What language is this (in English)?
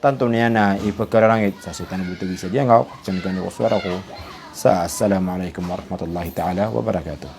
Maranao